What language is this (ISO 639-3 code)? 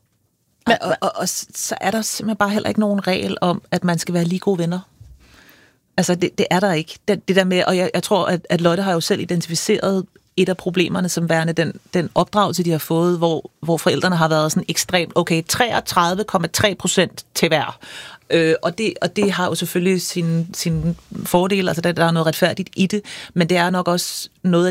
dan